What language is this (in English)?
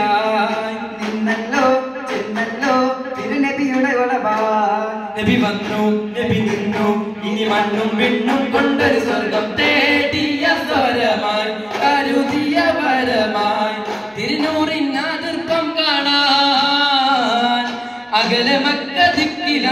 Malayalam